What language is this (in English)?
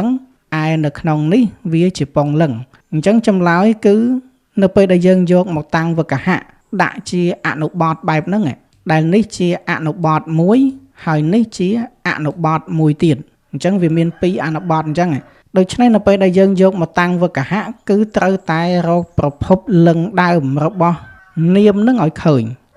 Khmer